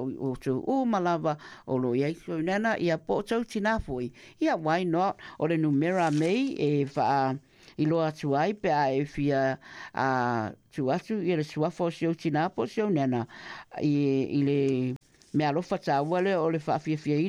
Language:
Samoan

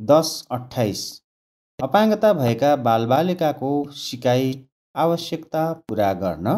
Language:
Nepali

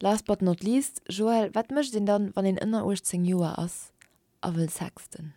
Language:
Luxembourgish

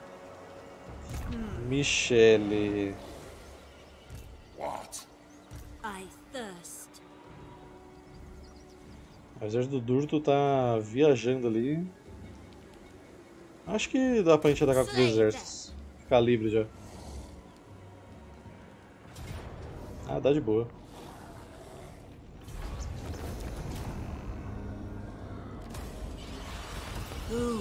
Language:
Portuguese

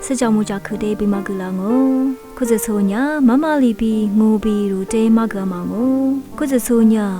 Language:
Lisu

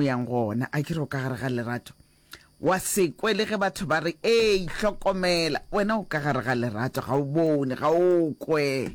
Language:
Northern Sotho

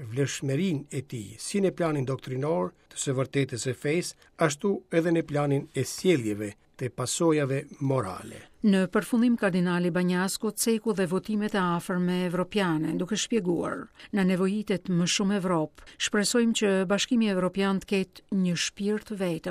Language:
Albanian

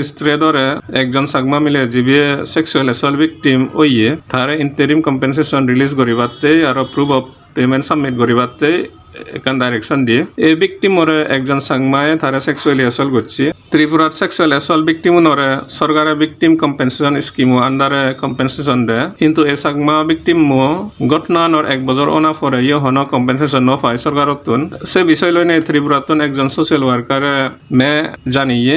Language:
Chakma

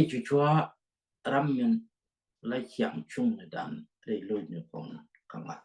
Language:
Nuer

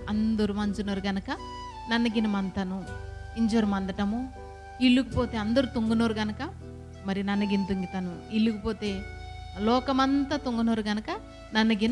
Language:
Koya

